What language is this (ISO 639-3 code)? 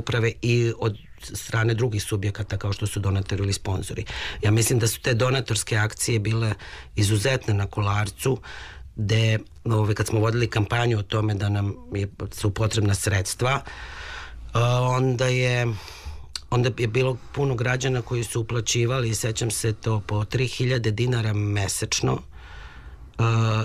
srp